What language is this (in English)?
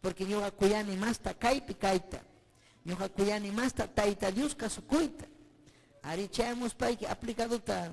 Ayacucho Quechua